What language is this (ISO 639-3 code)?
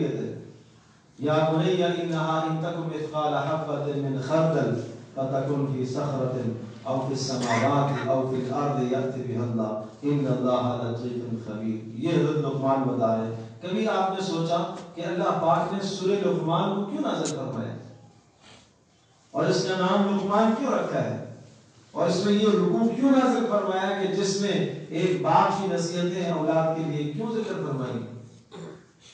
urd